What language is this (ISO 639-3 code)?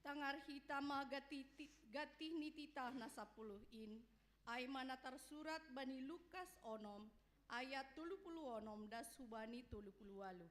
bts